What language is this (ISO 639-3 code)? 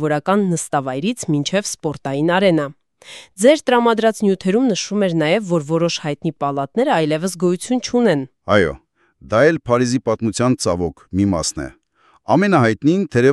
hye